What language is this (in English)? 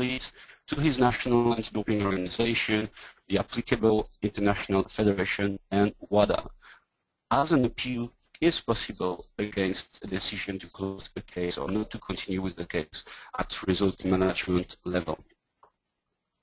English